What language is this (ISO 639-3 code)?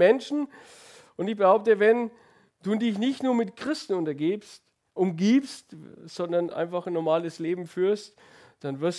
deu